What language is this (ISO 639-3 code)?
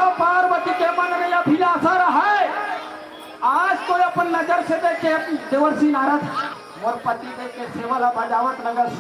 hne